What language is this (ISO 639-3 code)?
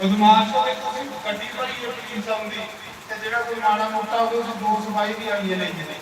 doi